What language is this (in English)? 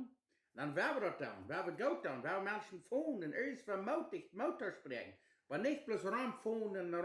Plautdietsch